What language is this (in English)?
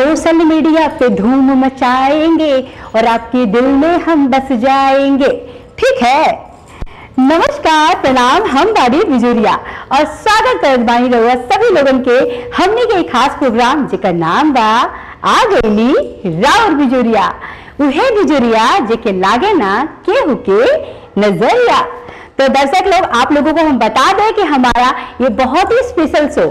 Bhojpuri